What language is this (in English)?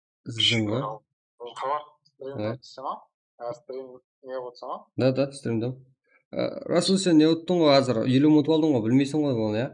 Kara-Kalpak